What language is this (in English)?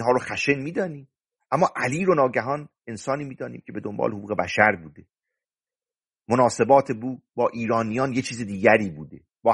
Persian